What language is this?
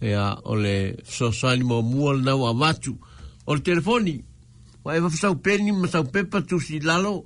Samoan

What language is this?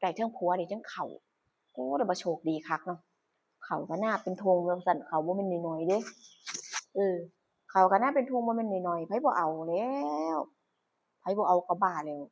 Northeastern Thai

